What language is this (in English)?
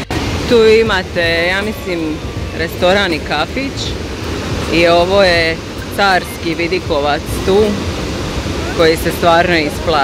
Croatian